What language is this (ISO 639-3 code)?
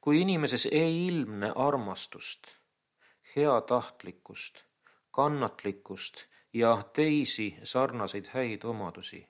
est